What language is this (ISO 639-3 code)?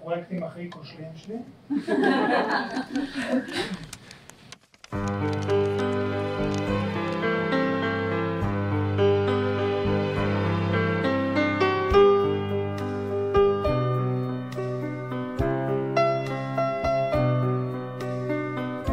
heb